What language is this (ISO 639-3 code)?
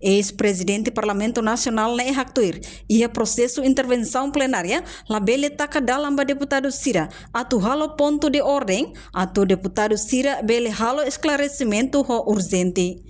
tet